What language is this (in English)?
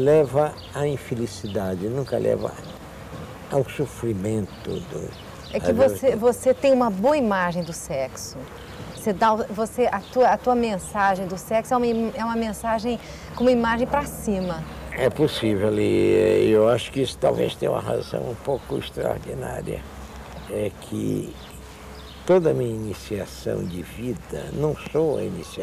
Portuguese